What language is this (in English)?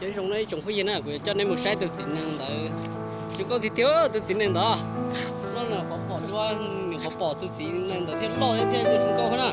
Hmong